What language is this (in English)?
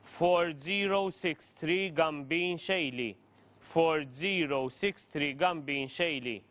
English